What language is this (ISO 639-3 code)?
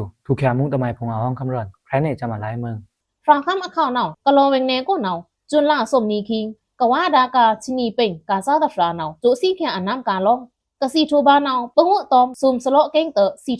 blk